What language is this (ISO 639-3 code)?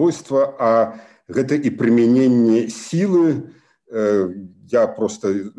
bel